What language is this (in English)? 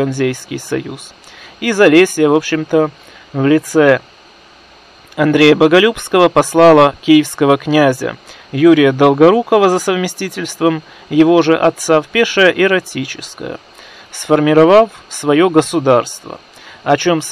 Russian